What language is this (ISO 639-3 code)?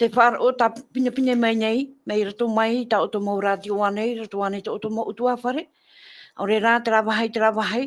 tah